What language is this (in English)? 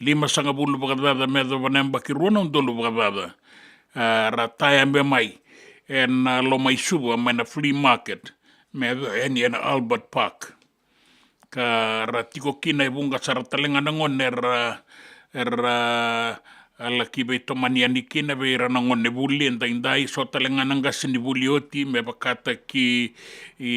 Fijian